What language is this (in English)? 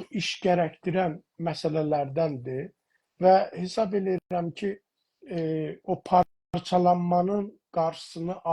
South Azerbaijani